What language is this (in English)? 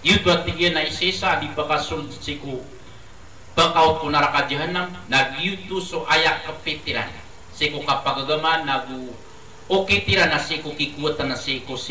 Maranao